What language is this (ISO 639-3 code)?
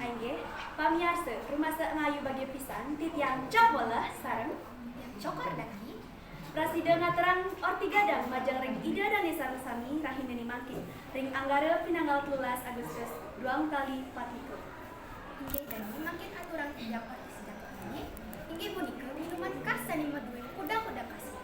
ban